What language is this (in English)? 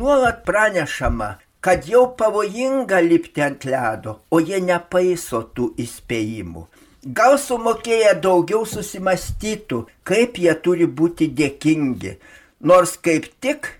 Lithuanian